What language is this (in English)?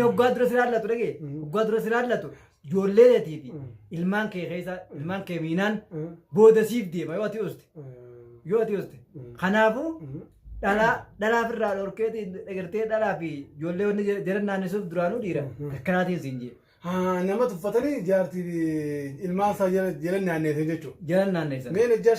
Oromo